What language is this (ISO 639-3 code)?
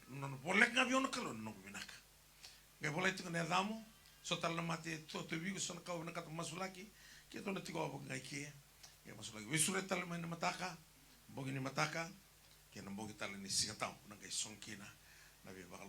fij